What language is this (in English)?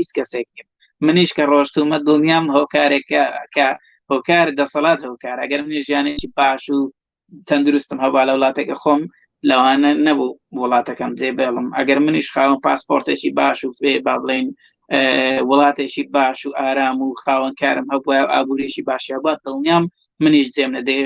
Central Kurdish